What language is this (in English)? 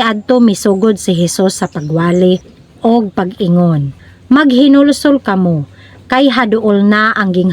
Cebuano